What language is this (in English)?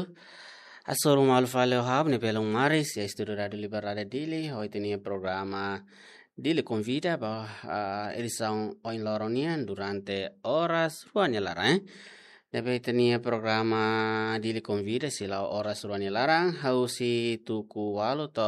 Tetum